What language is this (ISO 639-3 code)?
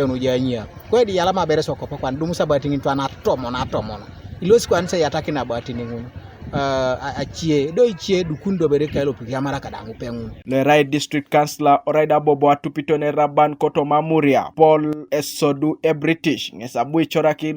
teo